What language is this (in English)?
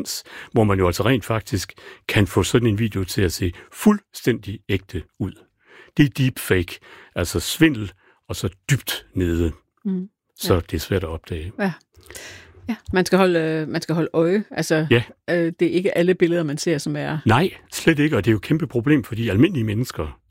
Danish